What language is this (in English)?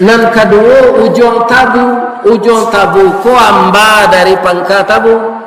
Minangkabau